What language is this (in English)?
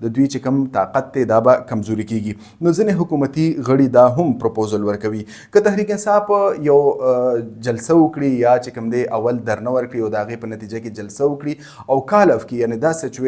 Pashto